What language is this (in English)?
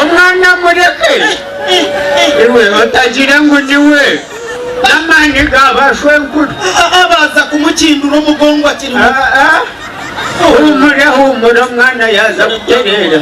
Nyankole